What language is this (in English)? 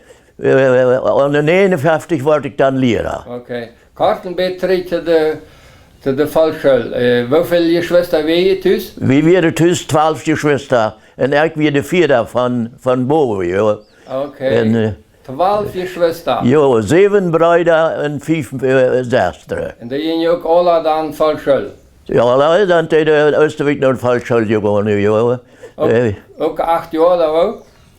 Plautdietsch